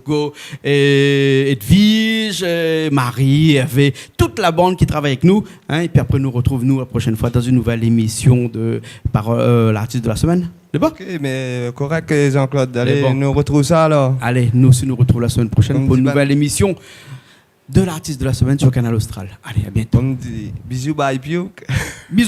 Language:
Réunion Creole French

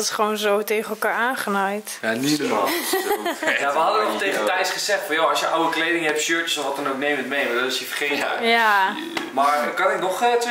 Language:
Dutch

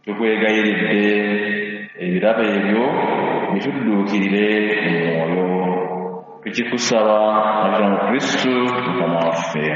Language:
Ganda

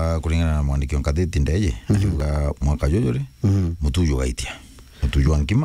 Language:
Meru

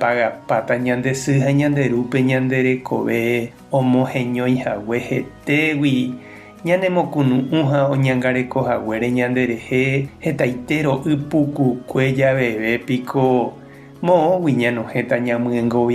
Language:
Guarani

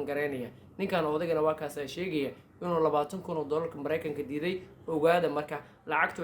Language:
Somali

